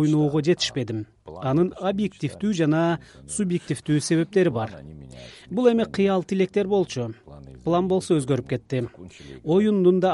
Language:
Kyrgyz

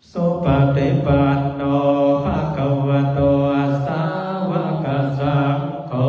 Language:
Pali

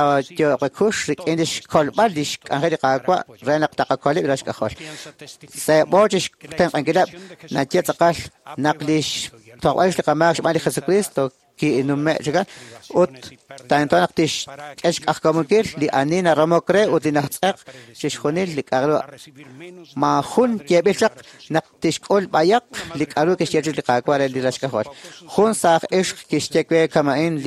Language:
Kekchí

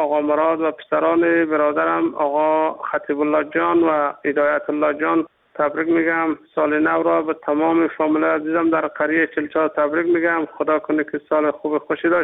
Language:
Persian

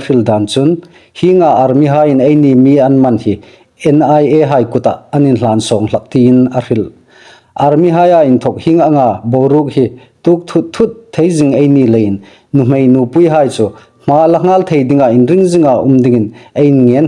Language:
Hmar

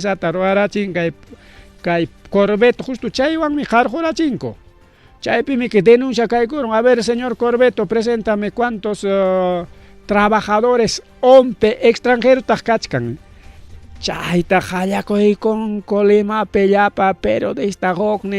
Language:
Ayacucho Quechua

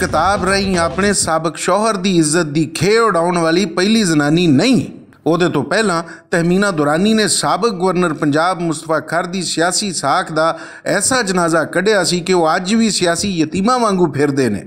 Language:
Western Panjabi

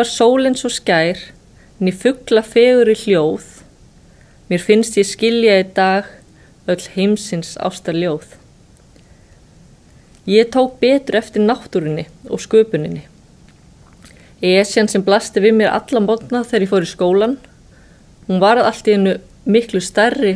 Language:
Icelandic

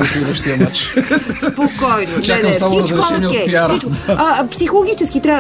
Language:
Bulgarian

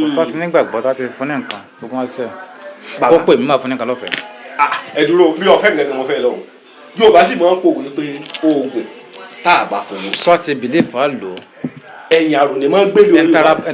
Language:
Yoruba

